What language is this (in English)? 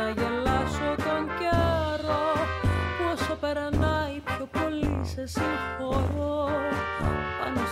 Greek